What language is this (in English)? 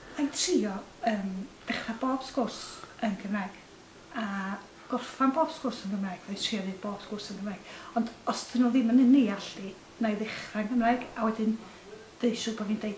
Welsh